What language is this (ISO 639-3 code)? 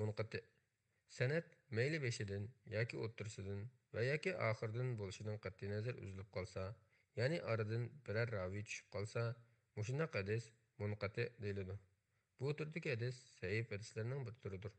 uig